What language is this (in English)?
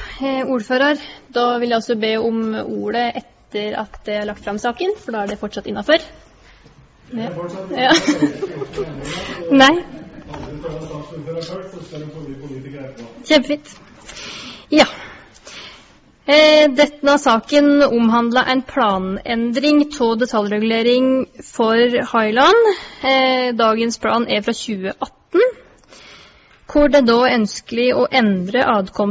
Norwegian